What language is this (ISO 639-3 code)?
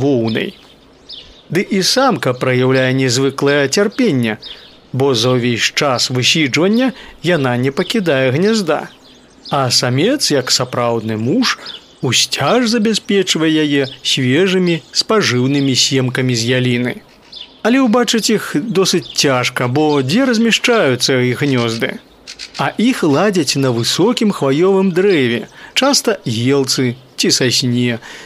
bel